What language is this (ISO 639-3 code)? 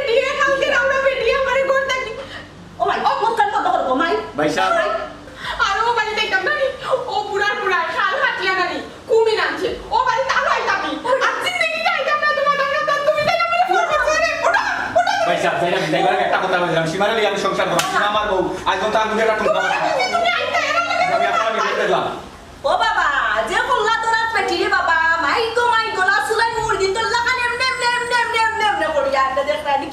syl